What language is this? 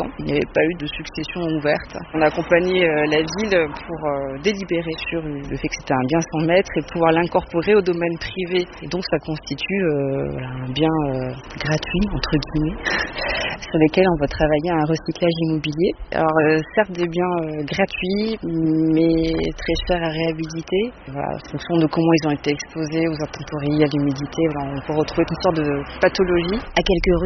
French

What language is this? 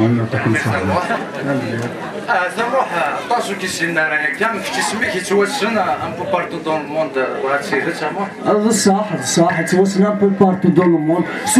Kabyle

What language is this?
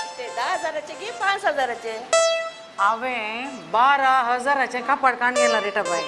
Konkani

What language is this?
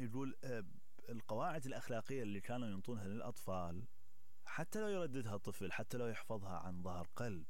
Mesopotamian Arabic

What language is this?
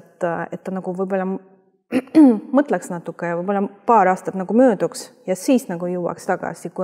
Estonian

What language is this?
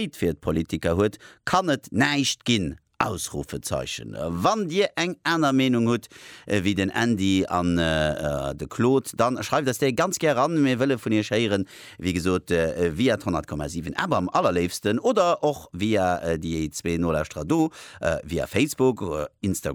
Luxembourgish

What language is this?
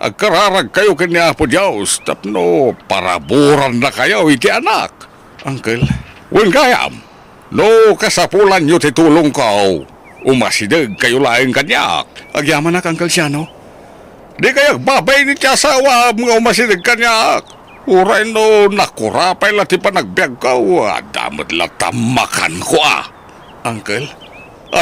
Iloko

